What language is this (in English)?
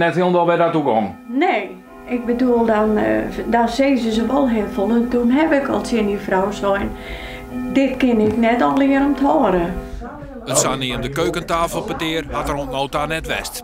Western Frisian